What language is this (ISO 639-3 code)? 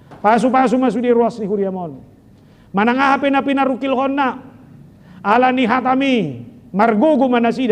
bbc